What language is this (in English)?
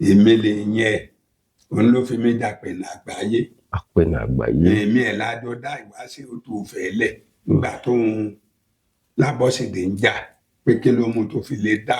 Yoruba